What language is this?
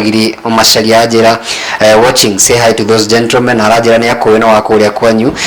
Kikuyu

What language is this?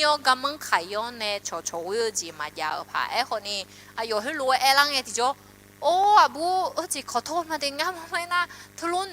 Akha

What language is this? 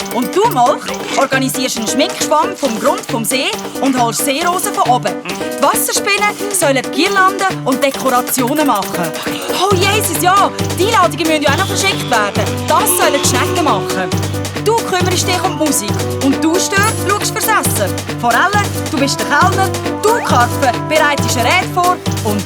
Swiss German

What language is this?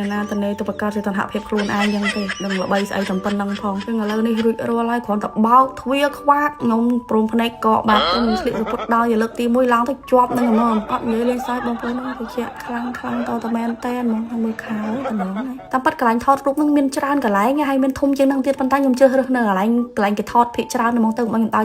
Khmer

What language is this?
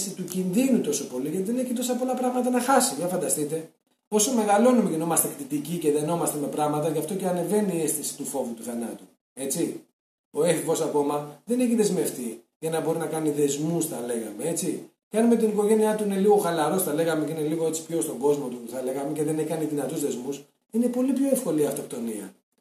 Greek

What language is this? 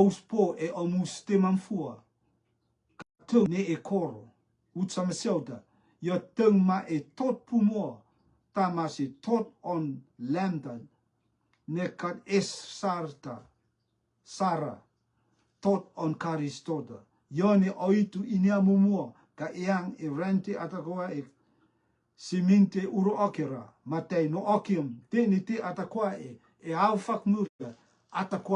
Rotuman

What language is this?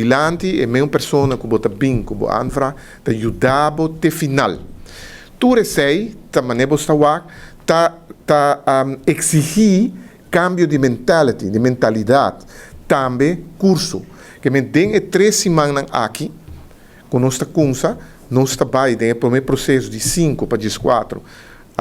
Papiamento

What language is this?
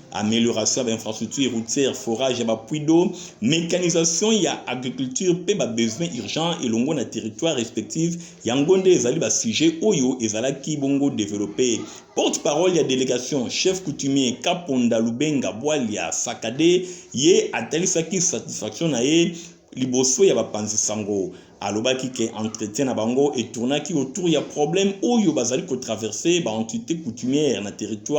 Lingala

